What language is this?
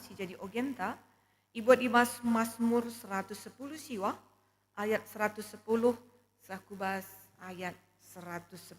Batak Karo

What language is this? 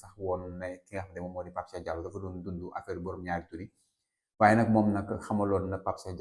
Wolof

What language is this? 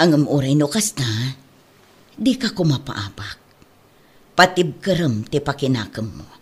Iloko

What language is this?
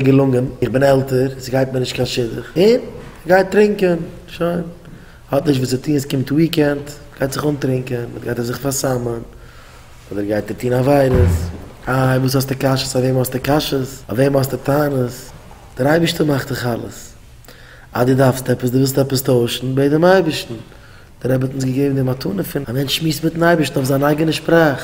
Yiddish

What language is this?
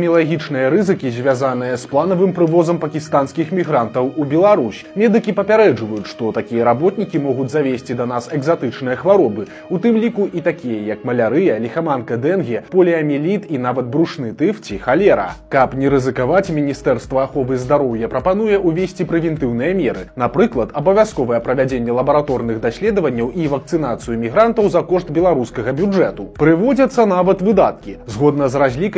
Belarusian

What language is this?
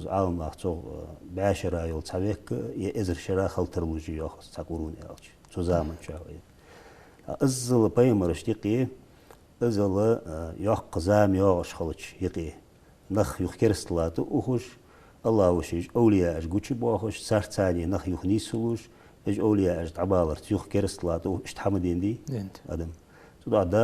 Ingush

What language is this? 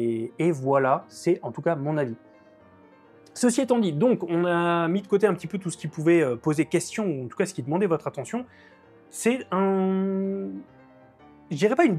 French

